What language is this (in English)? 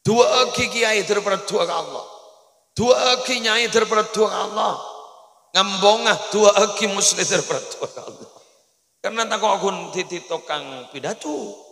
Madurese